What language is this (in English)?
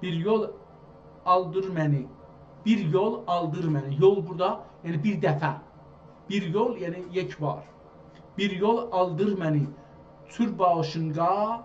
South Azerbaijani